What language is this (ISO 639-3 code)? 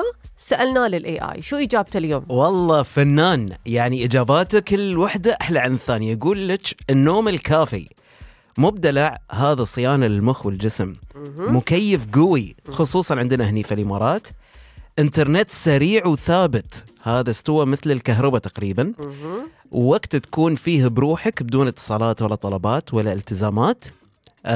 ars